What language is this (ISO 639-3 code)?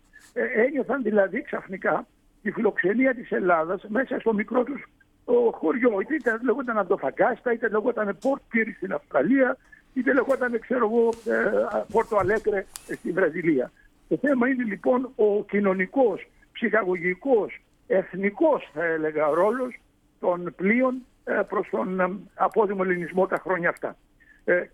ell